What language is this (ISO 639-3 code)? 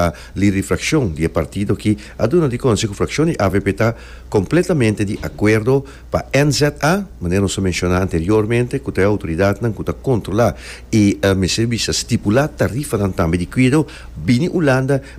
pap